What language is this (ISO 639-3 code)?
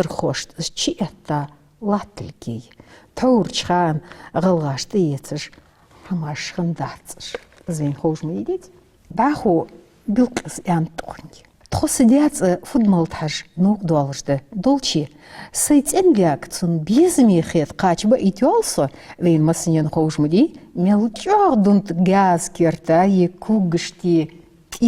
inh